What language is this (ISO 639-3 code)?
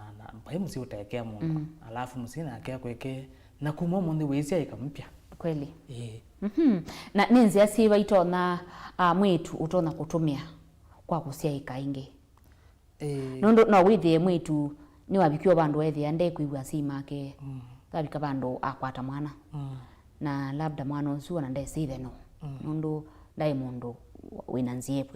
kam